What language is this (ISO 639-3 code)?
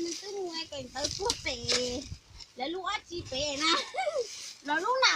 hmn